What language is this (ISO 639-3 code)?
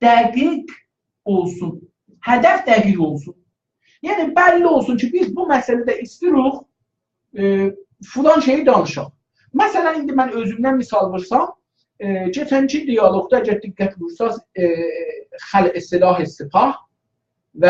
azb